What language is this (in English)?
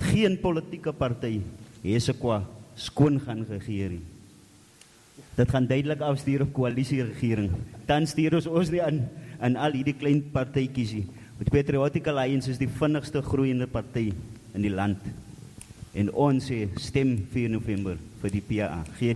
Afrikaans